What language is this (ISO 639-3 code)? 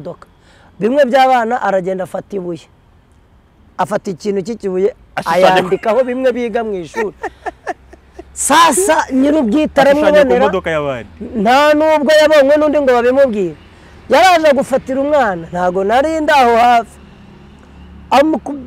kin